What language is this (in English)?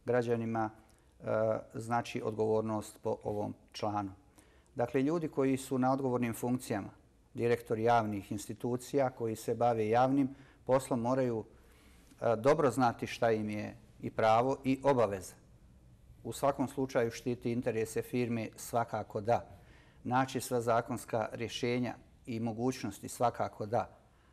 Bosnian